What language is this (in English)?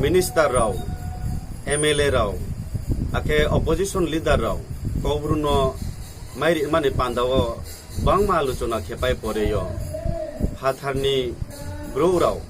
Riang (India)